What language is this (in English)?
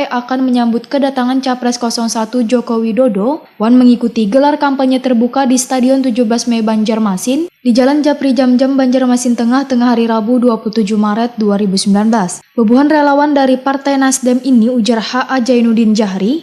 Banjar